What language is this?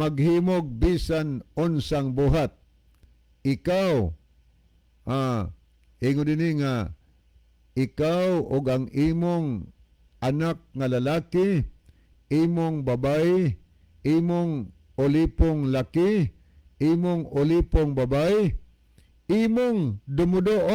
Cebuano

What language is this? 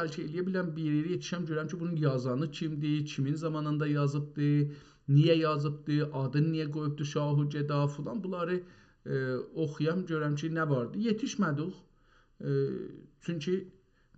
South Azerbaijani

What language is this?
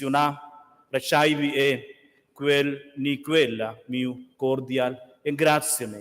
Romansh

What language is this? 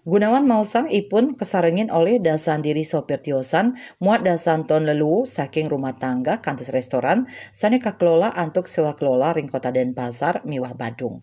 Balinese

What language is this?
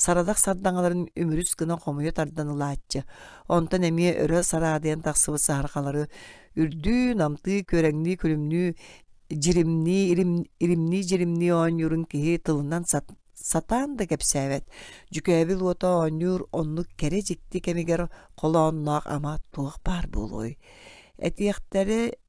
Yakut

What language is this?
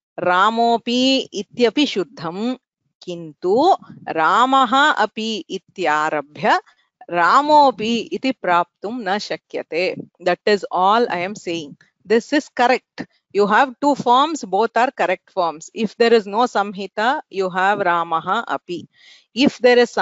Sanskrit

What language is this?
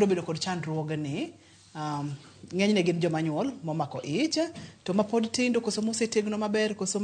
Luo (Kenya and Tanzania)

